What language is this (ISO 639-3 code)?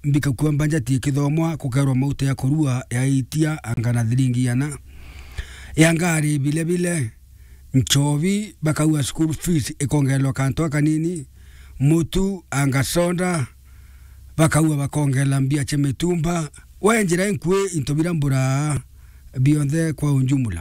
mer